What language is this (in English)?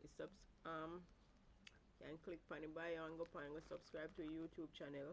Jamaican Creole English